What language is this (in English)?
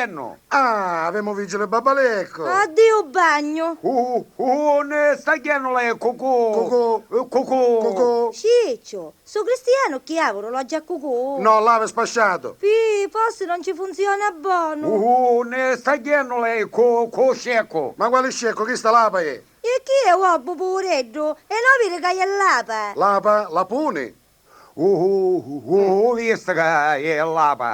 Sicilian